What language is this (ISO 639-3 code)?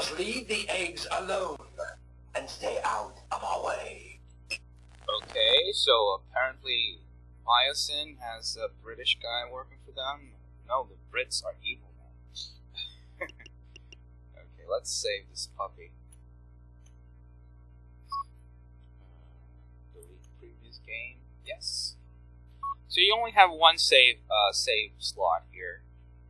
eng